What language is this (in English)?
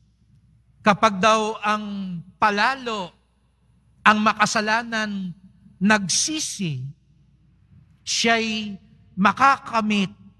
Filipino